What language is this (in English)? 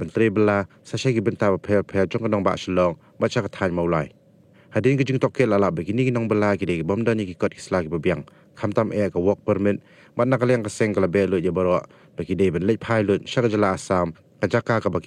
Khasi